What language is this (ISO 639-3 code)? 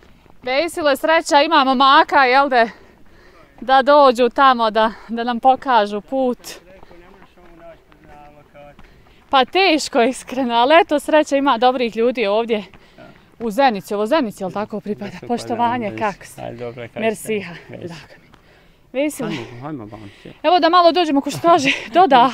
bos